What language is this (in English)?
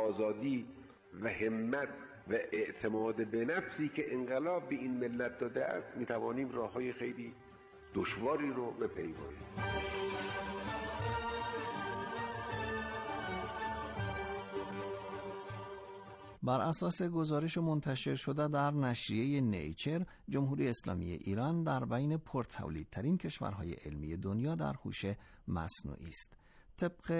Persian